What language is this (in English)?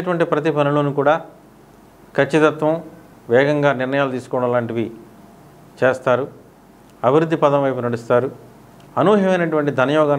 Telugu